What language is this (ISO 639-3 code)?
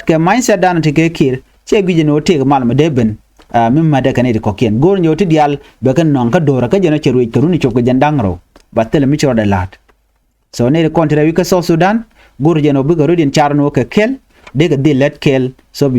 nus